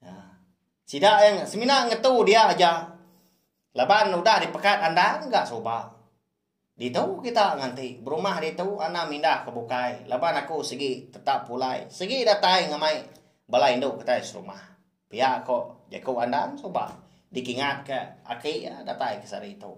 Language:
Iban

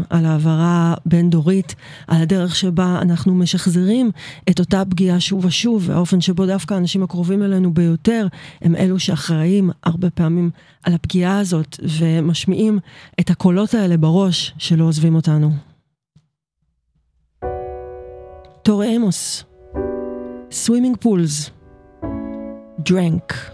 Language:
Hebrew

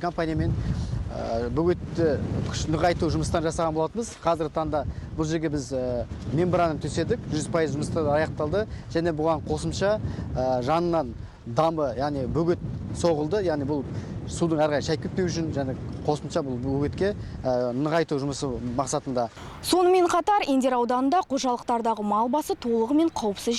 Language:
Kazakh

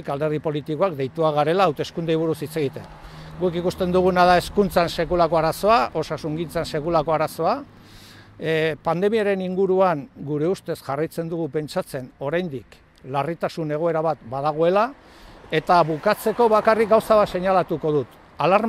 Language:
Basque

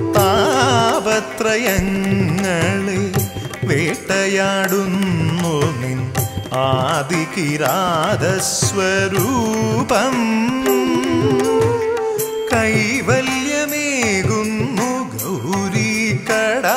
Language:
Malayalam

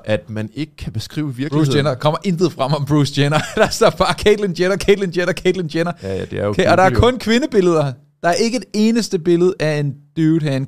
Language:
Danish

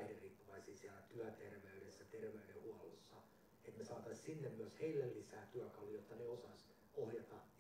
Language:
Finnish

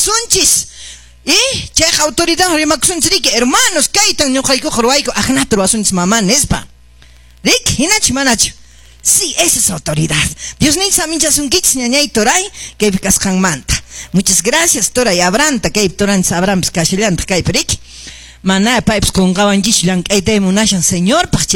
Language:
Quechua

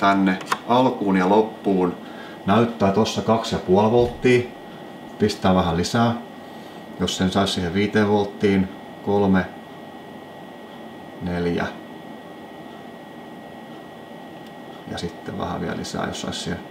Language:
Finnish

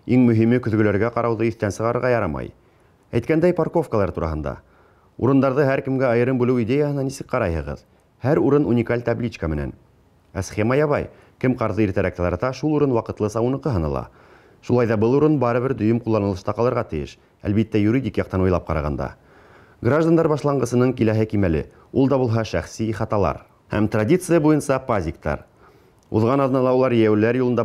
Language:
Bashkir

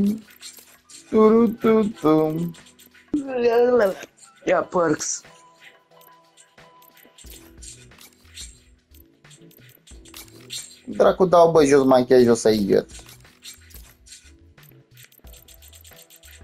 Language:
Romanian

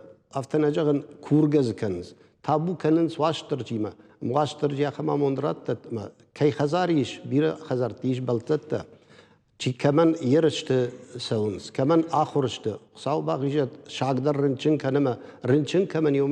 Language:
Ossetic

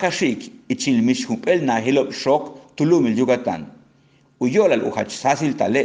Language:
Yucateco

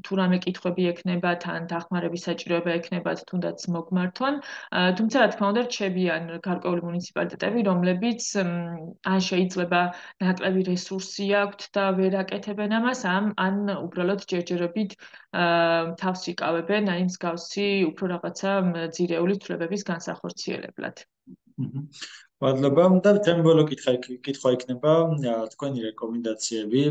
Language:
Georgian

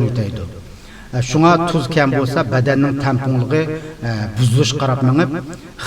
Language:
Uyghur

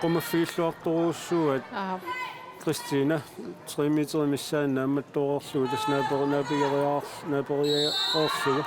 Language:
Kalaallisut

